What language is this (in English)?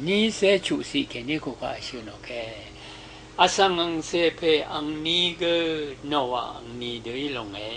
Rawang